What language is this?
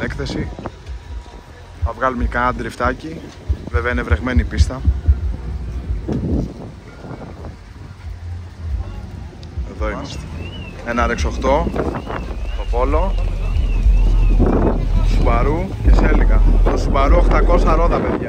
Greek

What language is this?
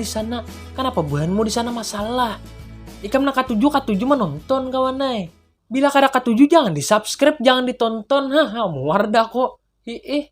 Banjar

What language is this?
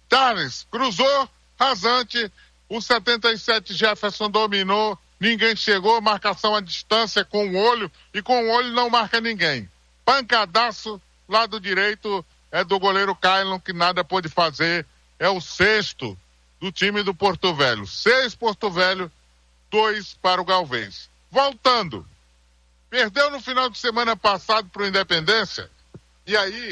Portuguese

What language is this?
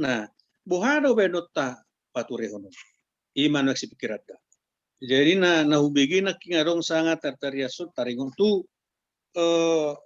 Batak Toba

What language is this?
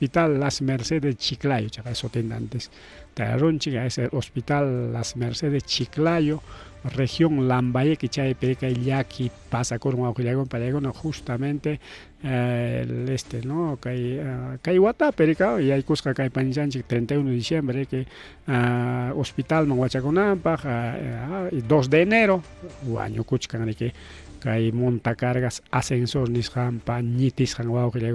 Ayacucho Quechua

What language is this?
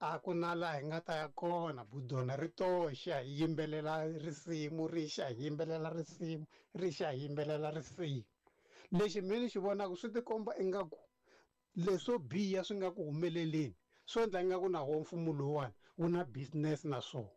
Tsonga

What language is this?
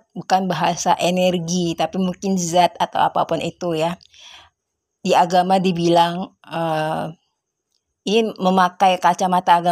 Indonesian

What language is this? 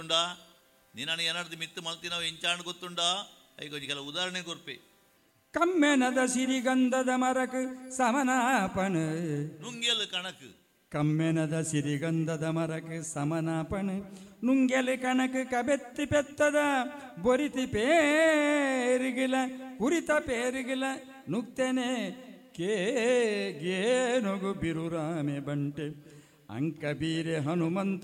Tulu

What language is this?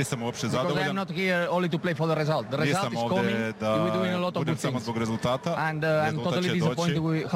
Bosnian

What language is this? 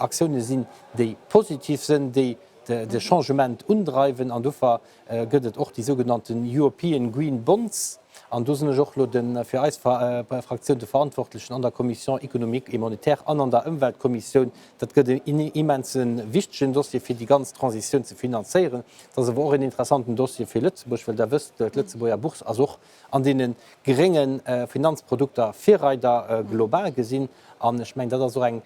Luxembourgish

